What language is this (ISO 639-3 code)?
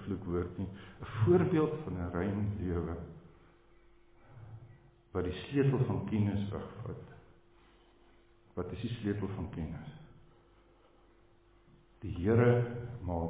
afr